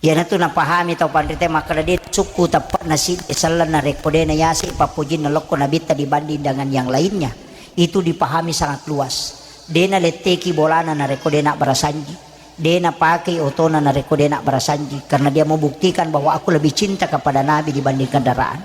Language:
Buginese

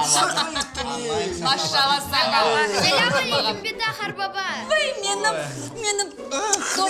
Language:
Crimean Tatar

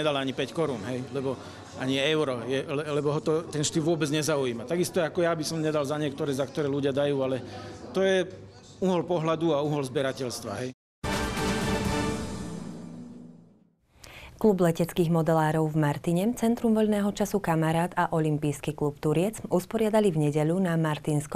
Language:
Slovak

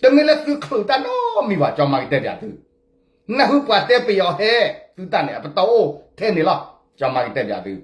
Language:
S'gaw Karen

